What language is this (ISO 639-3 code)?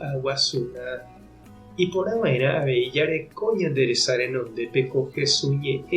grn